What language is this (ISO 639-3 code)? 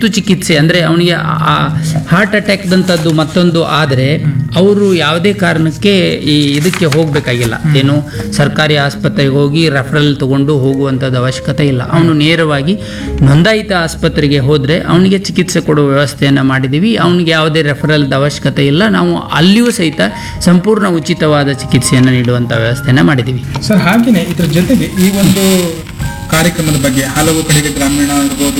kan